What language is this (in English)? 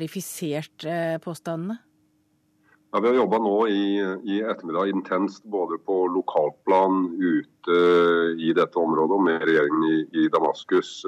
Norwegian